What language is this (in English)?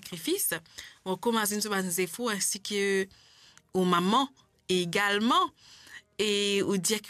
Morisyen